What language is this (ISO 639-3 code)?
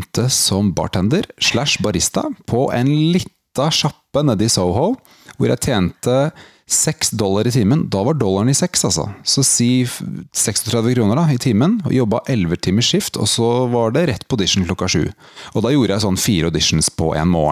nor